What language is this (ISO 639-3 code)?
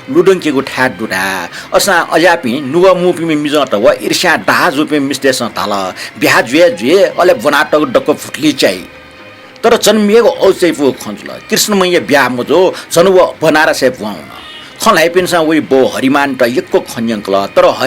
new